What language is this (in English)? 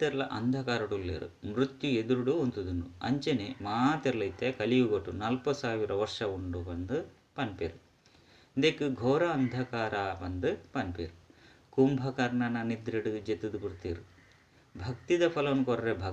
Tulu